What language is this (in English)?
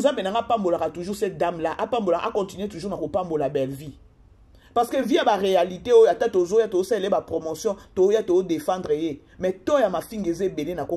Lingala